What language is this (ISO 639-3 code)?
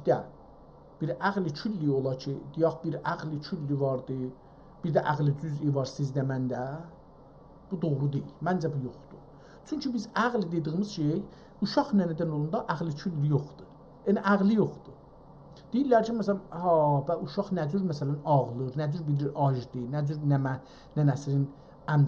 azb